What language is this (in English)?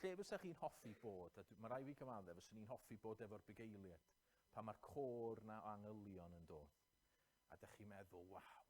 Welsh